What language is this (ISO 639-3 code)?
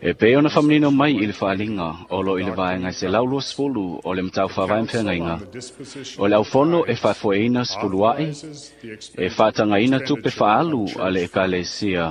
smo